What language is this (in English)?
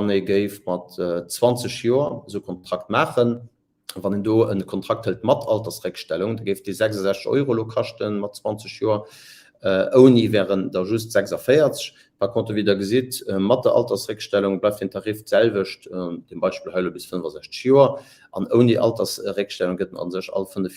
Luxembourgish